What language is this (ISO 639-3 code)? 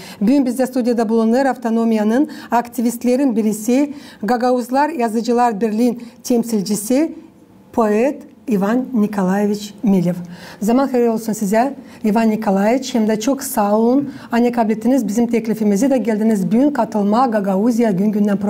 gag